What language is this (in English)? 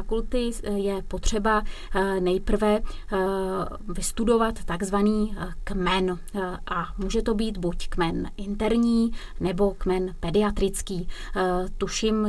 Czech